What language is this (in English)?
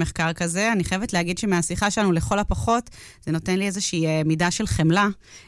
Hebrew